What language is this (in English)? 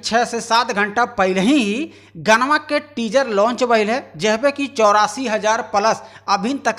Bhojpuri